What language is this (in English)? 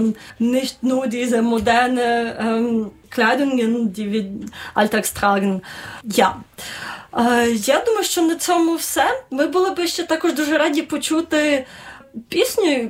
Ukrainian